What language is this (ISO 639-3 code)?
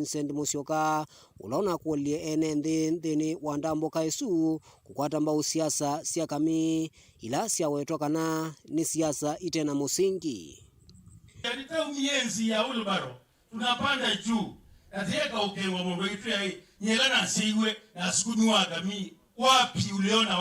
kam